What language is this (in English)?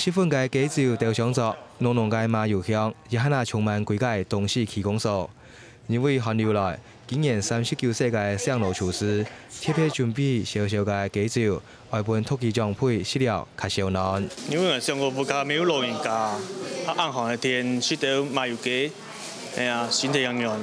Hakka Chinese